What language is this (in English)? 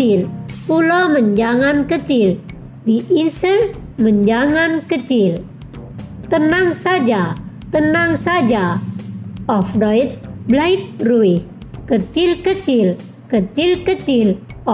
Indonesian